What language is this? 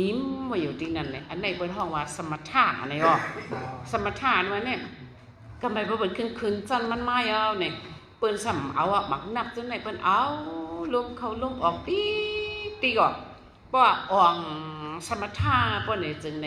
Shan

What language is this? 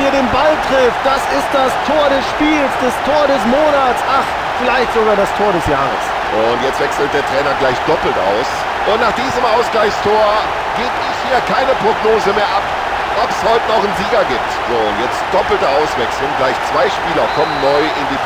Bavarian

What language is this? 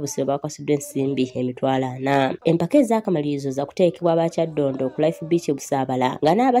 Ganda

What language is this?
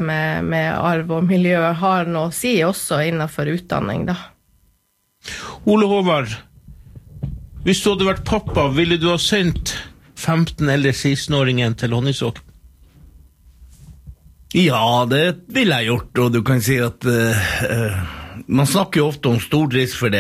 Norwegian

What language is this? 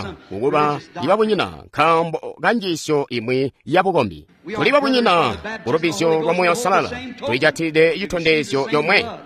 Tonga (Zambia)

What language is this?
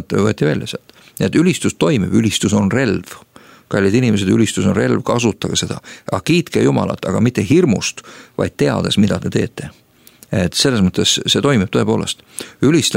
Estonian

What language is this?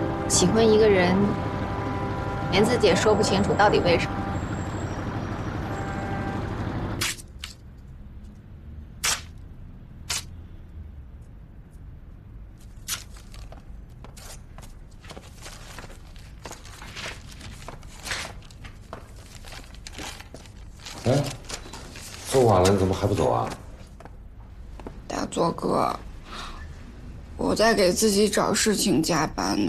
Chinese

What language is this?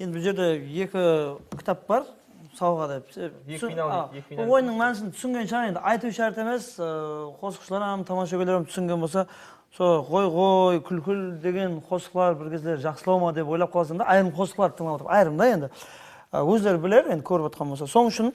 Kara-Kalpak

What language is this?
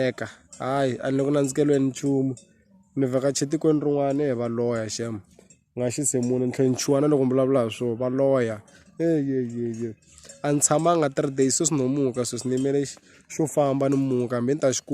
Tsonga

